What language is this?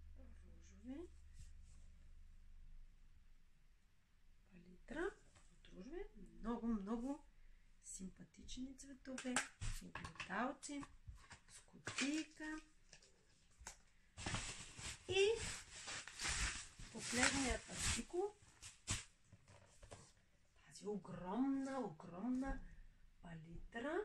Bulgarian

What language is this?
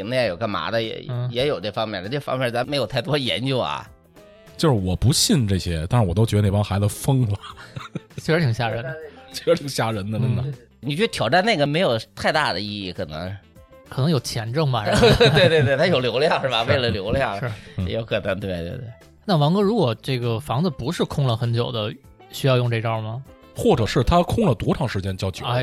Chinese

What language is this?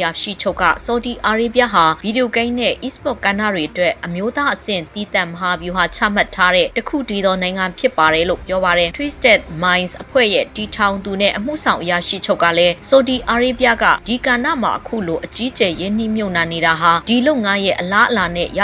Burmese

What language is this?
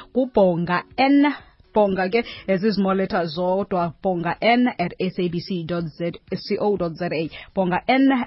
Xhosa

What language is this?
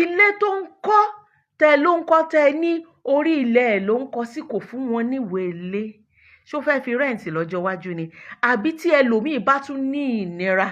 Yoruba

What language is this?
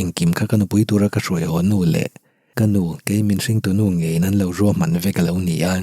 Mizo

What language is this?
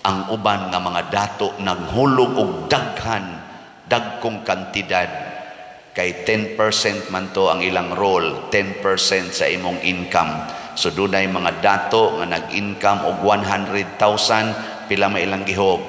Cebuano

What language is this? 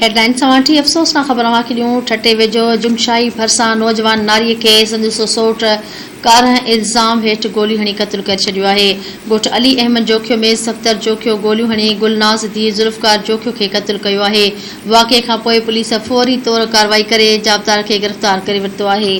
Sindhi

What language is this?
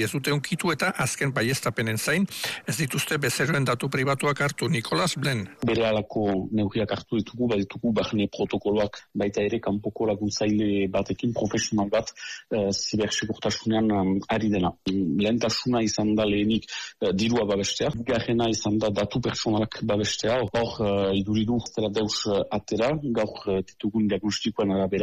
Basque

